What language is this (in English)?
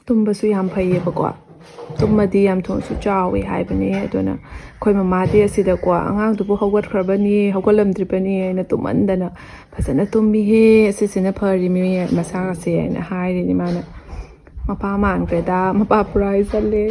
Manipuri